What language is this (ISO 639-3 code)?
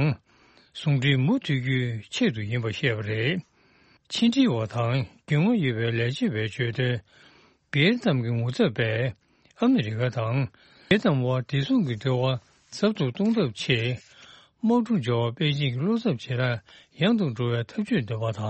bod